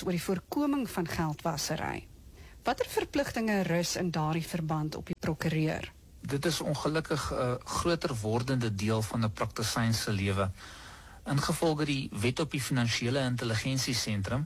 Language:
Afrikaans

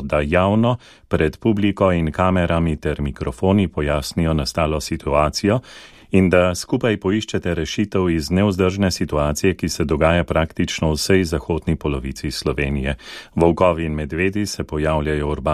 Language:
Slovenian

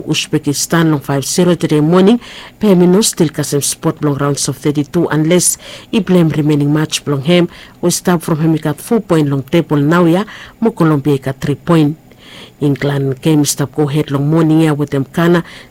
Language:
Bislama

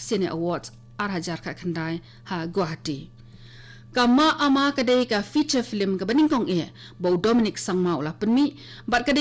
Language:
Khasi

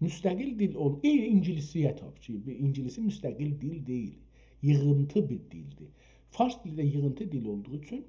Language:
South Azerbaijani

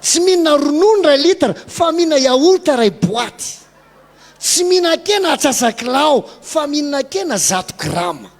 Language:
Malagasy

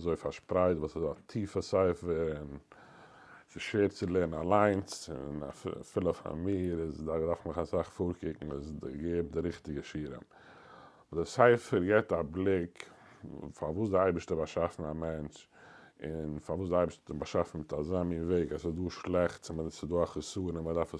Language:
Yiddish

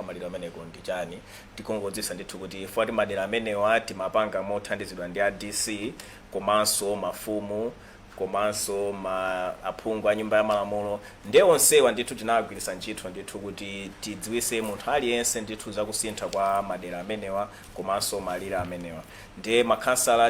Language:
Nyanja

